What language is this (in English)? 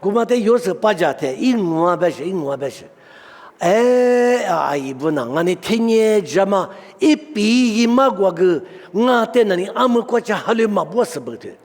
Lisu